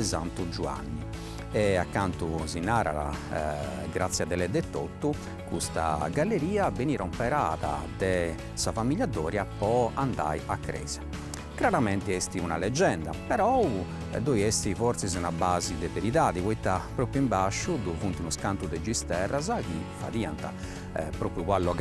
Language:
Sardinian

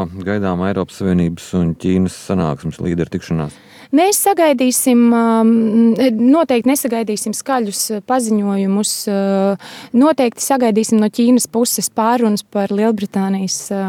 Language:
Latvian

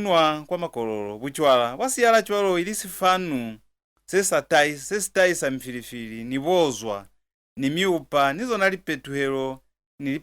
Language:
Lozi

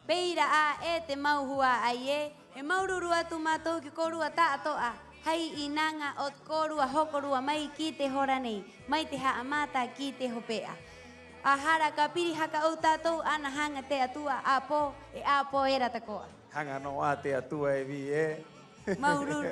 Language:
Rapanui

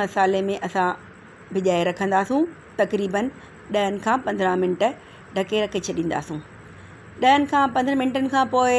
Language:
Sindhi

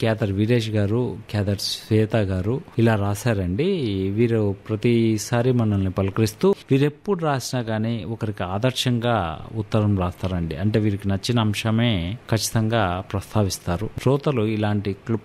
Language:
Telugu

